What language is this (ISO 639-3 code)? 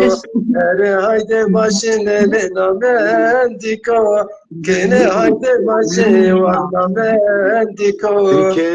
zza